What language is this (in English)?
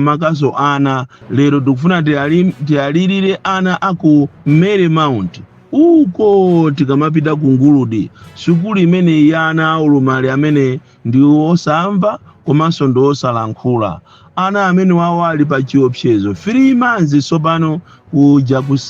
Nyanja